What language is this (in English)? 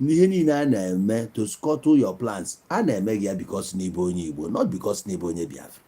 Igbo